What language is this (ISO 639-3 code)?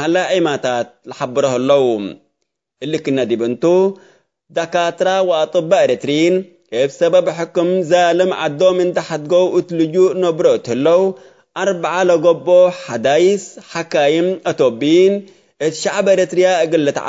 tig